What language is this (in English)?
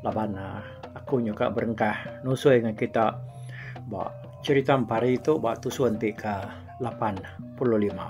Iban